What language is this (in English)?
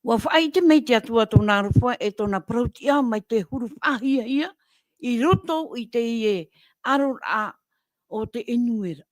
Tahitian